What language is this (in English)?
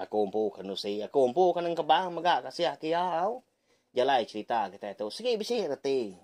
Iban